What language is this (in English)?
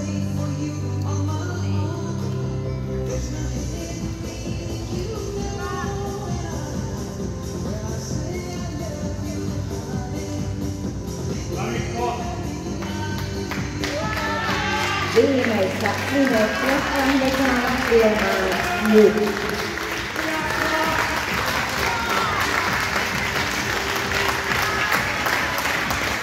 Finnish